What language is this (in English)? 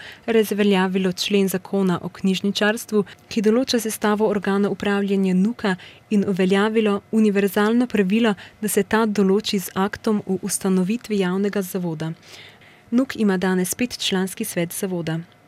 Slovenian